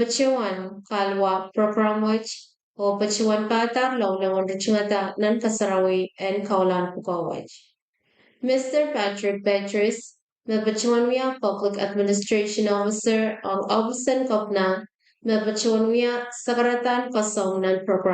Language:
Pohnpeian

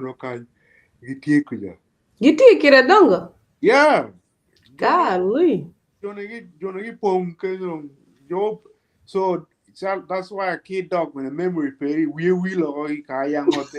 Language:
Acoli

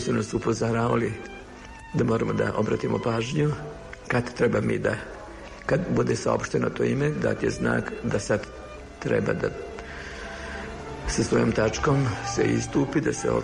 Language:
Serbian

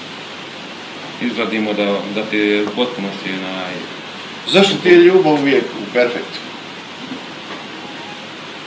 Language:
Croatian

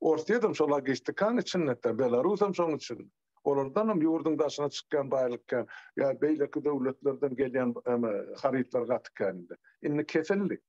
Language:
Turkmen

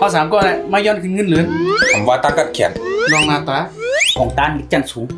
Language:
Shan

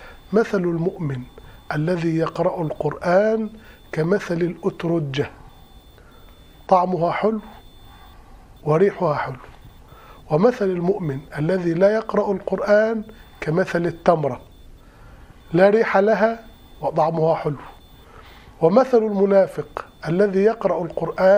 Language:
Arabic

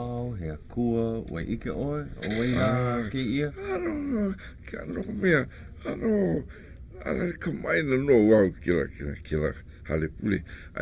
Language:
Hawaiian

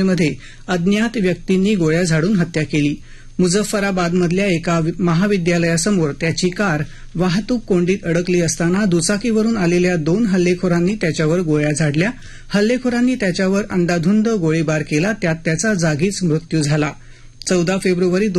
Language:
Marathi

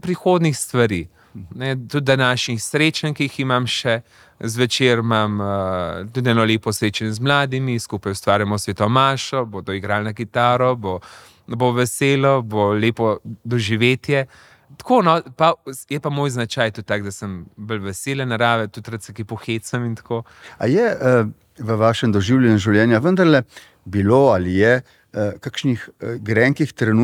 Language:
Slovenian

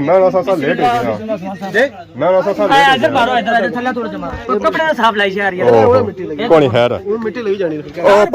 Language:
Pahari-Potwari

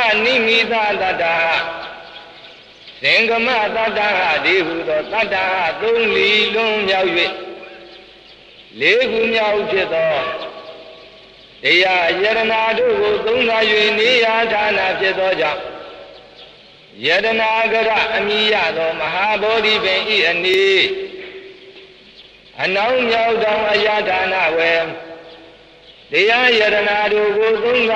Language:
Burmese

